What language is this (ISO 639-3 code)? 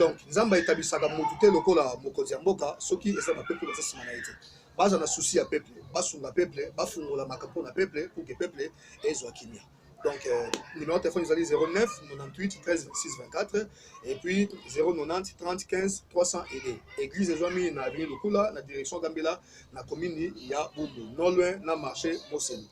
lin